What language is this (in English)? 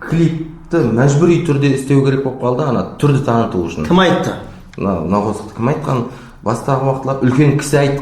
Kara-Kalpak